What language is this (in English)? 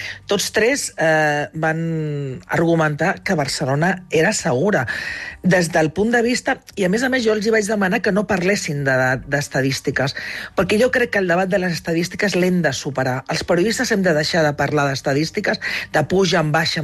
Catalan